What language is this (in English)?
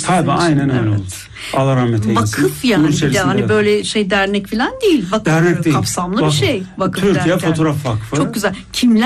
Turkish